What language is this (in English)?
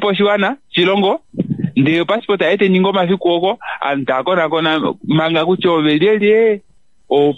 Kuanyama